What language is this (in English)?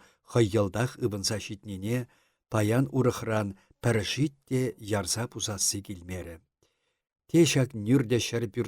Chuvash